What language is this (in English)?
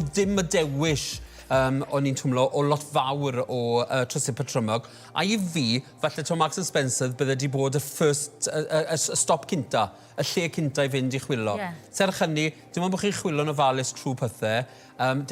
Welsh